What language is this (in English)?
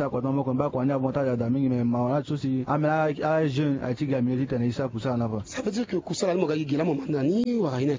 Sango